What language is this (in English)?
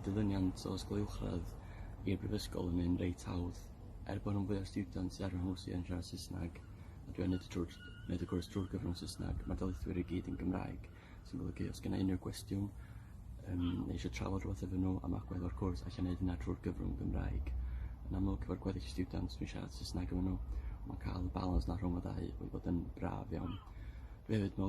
Welsh